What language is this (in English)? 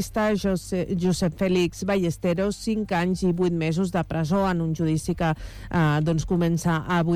Catalan